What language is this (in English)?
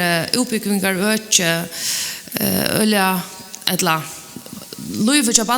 Faroese